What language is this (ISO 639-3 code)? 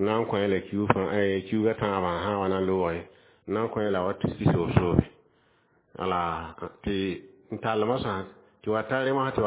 mos